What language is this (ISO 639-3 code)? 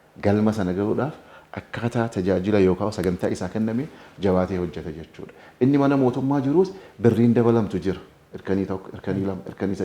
orm